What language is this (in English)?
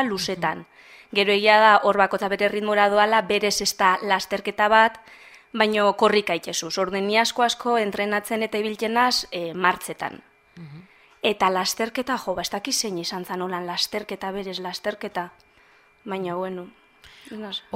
Basque